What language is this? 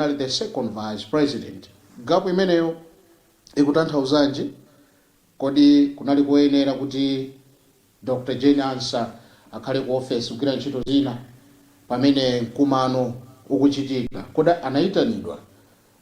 Nyanja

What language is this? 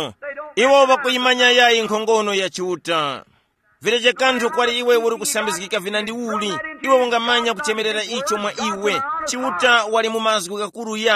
Tumbuka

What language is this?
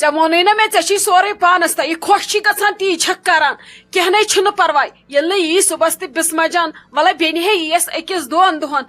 Kashmiri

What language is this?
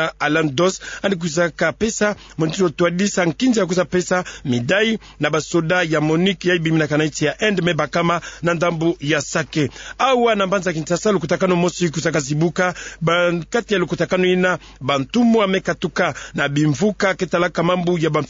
Kituba (Democratic Republic of Congo)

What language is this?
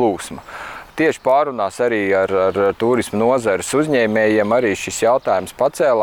Latvian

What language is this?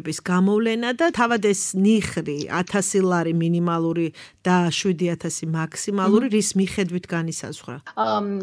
Georgian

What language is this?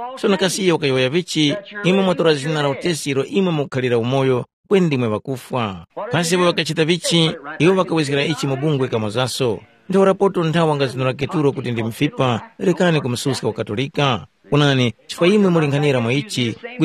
Tumbuka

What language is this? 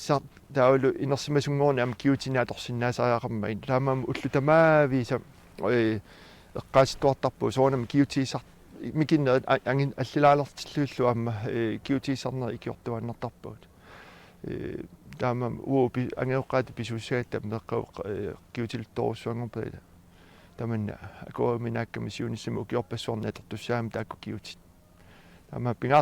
Kalaallisut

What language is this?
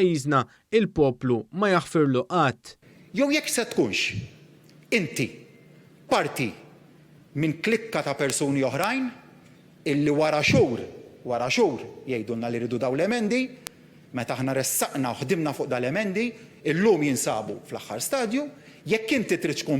Maltese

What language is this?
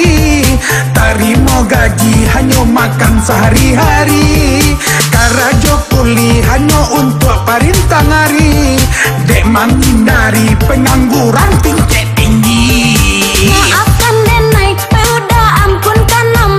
Minangkabau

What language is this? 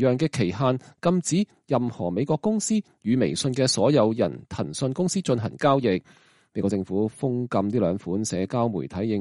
Cantonese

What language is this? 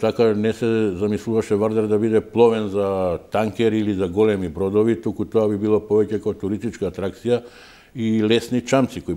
Macedonian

